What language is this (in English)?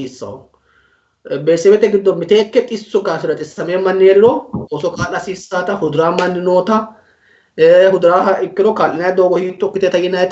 Sidamo